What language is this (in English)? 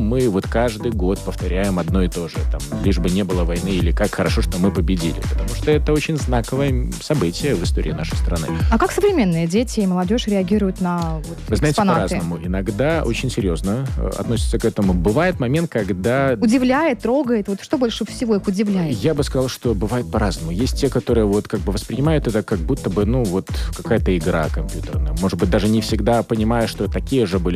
Russian